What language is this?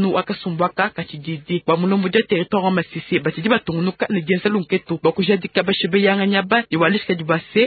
Luba-Lulua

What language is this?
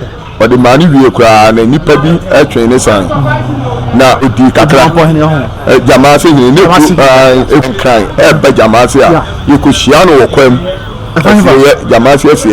Akan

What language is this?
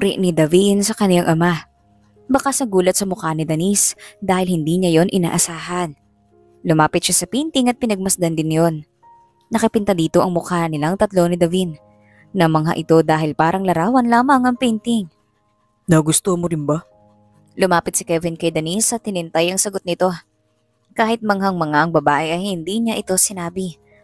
Filipino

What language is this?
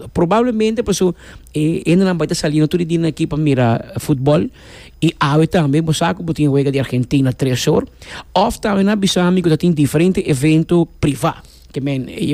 Papiamento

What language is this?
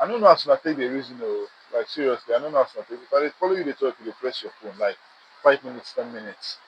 Nigerian Pidgin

